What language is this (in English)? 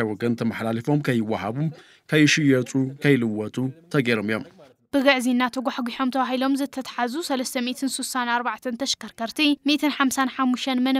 Tigrinya